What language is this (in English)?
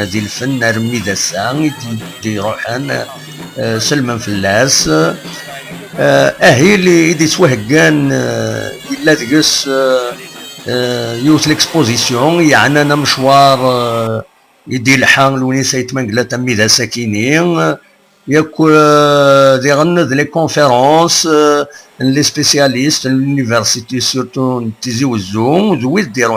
Kabyle